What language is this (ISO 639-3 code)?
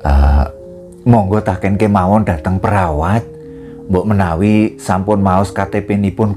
jav